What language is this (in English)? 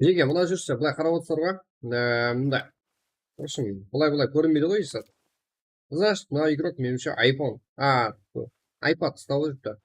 Kara-Kalpak